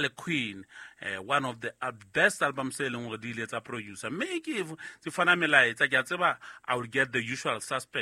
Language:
Southern Sotho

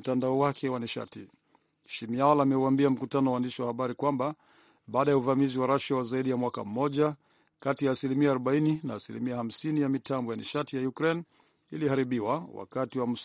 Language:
Swahili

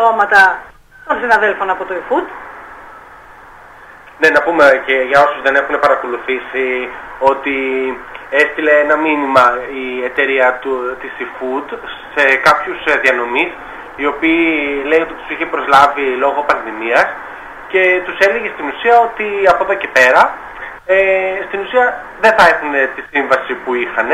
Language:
Greek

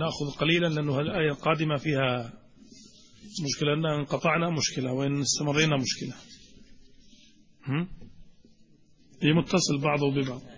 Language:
Arabic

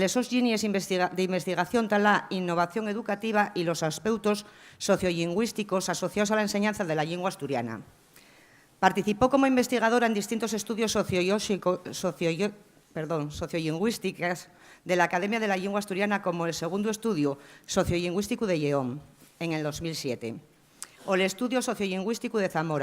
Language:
Asturian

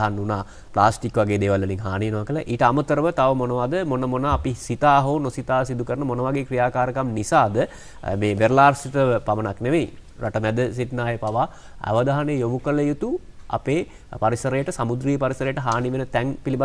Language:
Sinhala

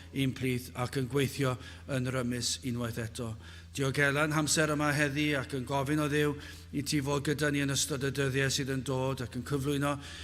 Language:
Welsh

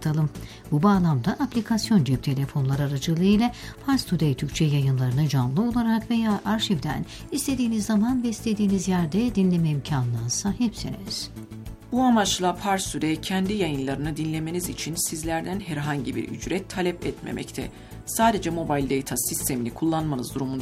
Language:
Turkish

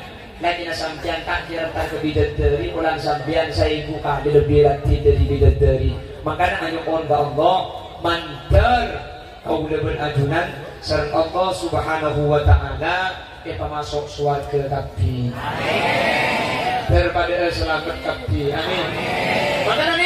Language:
Madurese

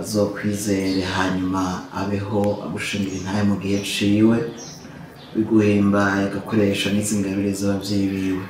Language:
Rundi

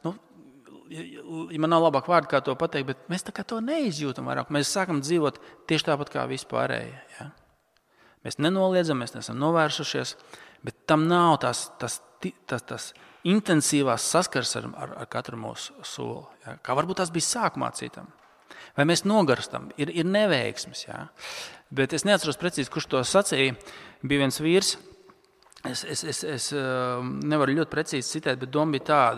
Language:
Latvian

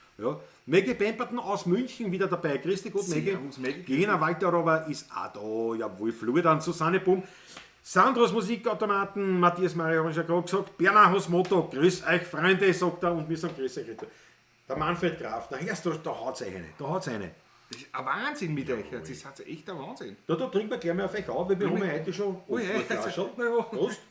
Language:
Bavarian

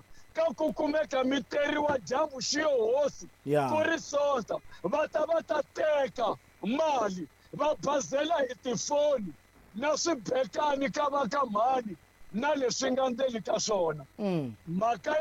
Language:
Tsonga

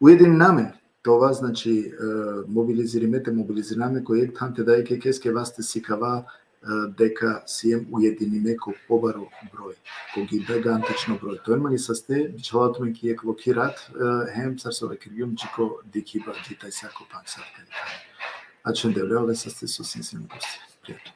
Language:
Balkan Romani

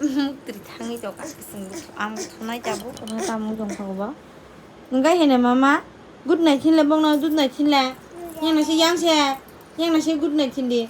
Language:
Kok Borok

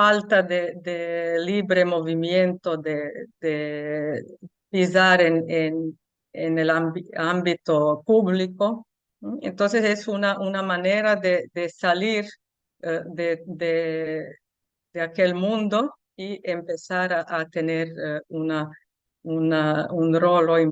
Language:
Ladino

